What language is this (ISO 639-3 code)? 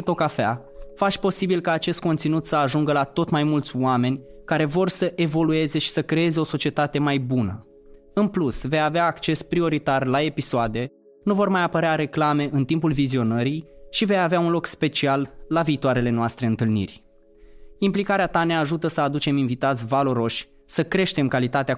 ron